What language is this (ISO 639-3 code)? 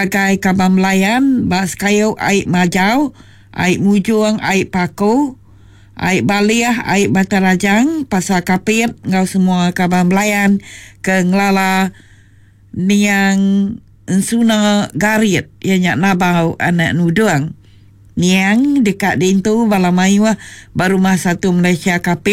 iba